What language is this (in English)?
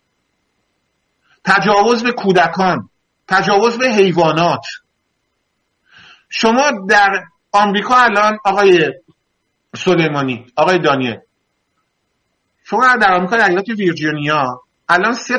Persian